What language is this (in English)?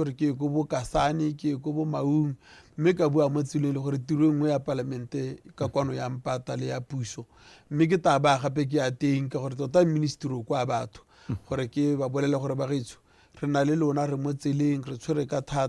Tswana